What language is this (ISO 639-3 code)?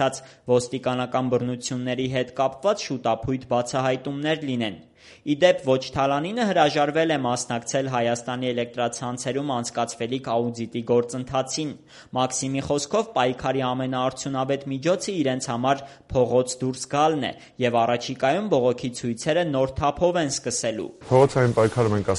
hye